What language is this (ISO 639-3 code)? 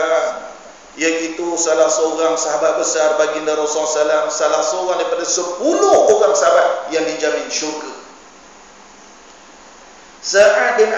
msa